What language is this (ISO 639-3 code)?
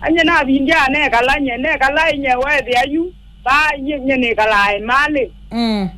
kam